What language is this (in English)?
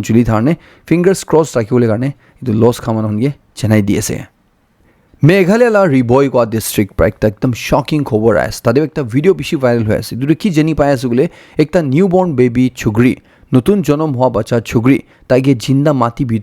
Naga Pidgin